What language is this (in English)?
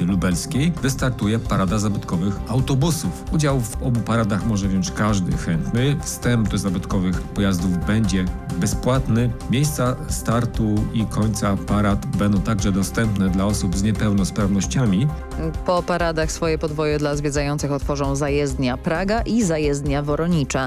Polish